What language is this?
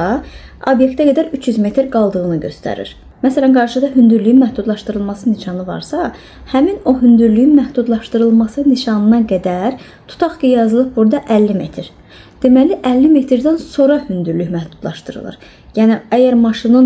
Azerbaijani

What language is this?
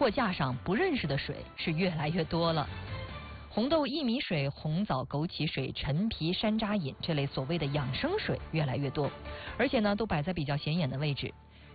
Chinese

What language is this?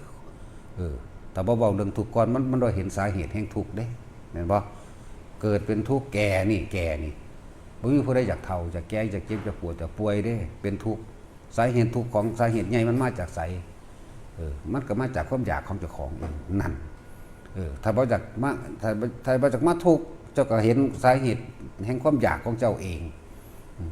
Northeastern Thai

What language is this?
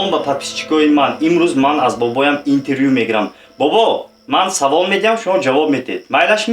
Tajik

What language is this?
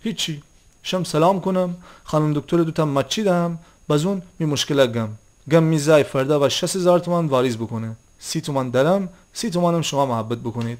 Gilaki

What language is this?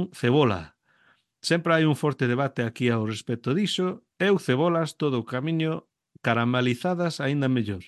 Galician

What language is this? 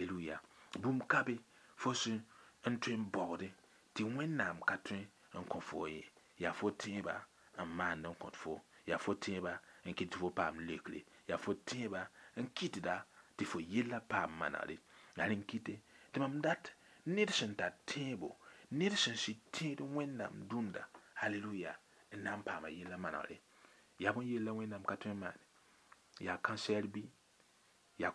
Mossi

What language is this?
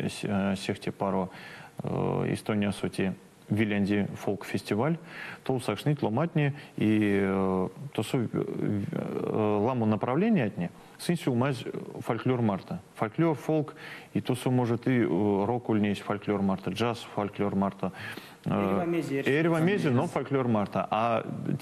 Erzya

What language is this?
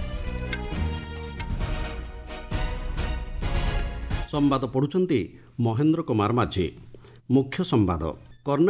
Odia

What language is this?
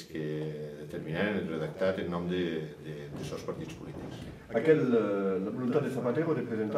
Occitan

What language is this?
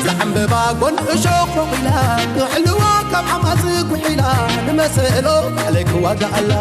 Tigrinya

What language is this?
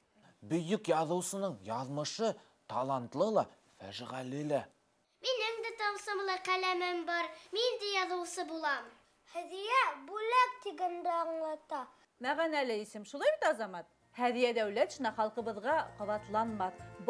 Bashkir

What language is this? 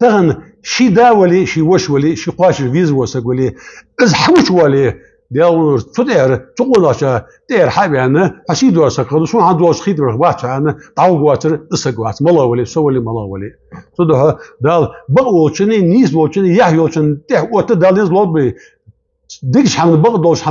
Ingush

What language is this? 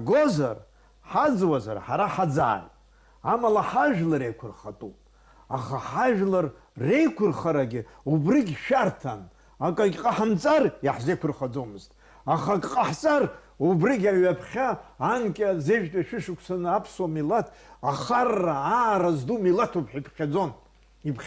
Abkhazian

